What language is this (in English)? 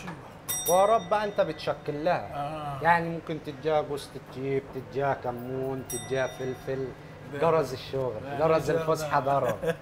Mesopotamian Arabic